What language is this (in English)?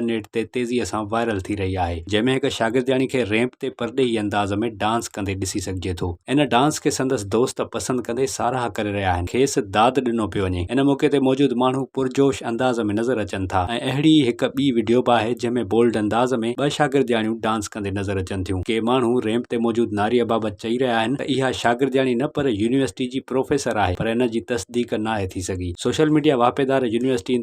Sindhi